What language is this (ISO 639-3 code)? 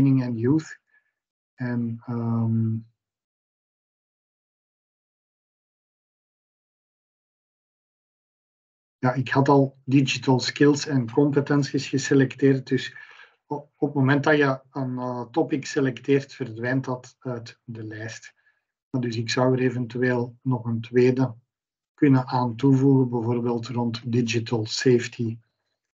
nld